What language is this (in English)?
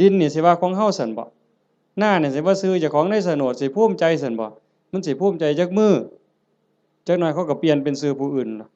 Northeastern Thai